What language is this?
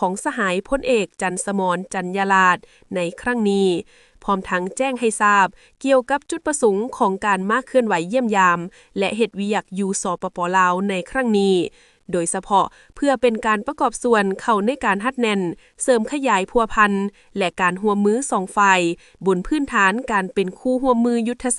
Lao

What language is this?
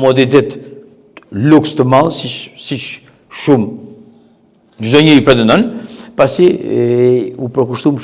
Albanian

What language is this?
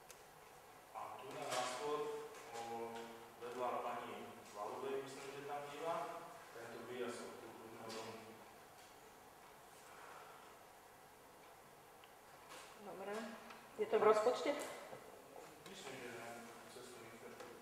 Slovak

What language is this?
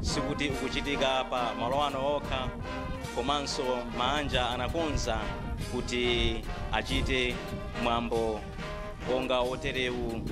Nyanja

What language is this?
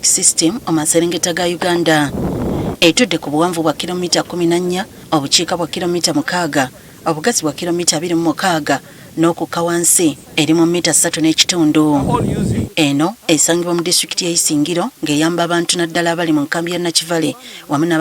Ganda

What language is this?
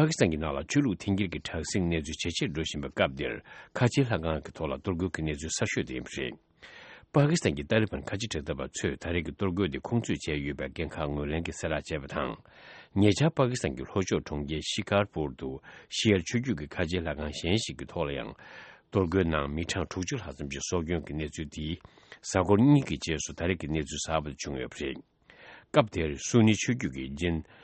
Tibetan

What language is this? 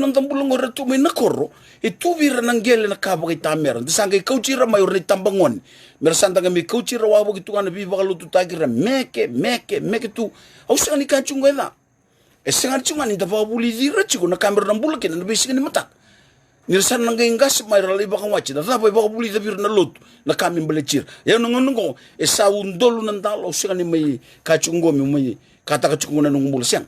Fijian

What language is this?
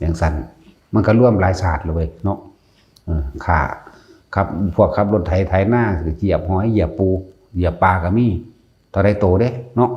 Lao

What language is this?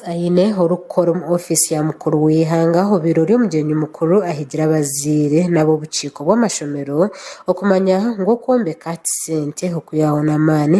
Nyankole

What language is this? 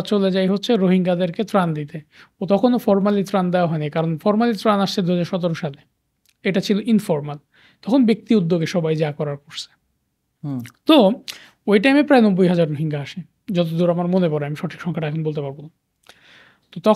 Bangla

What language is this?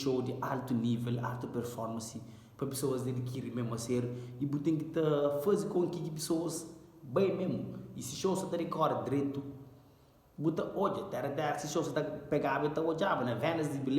Kabuverdianu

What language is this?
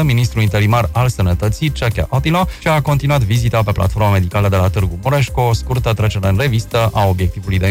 Romanian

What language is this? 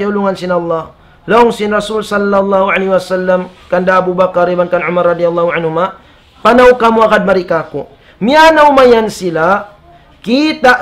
Tausug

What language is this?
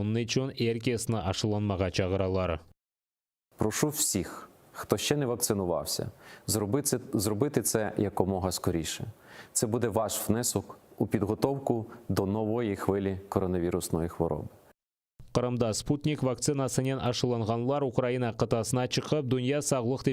Crimean Tatar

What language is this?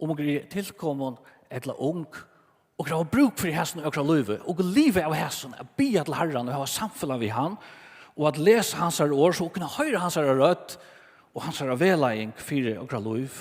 Faroese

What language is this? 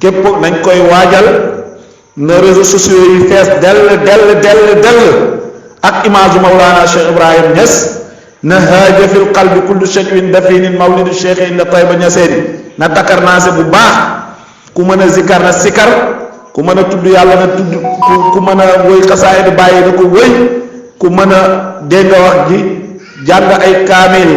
Wolof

